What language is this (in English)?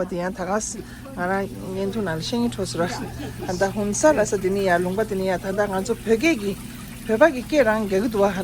Tibetan